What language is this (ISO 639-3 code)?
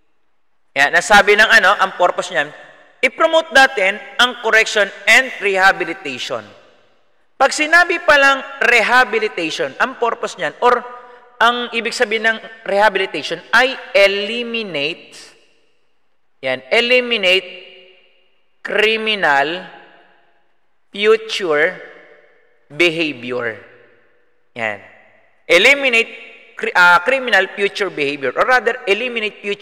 fil